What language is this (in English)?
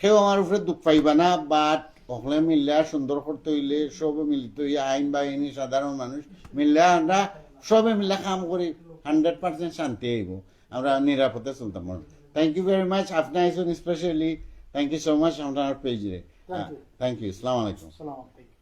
Sylheti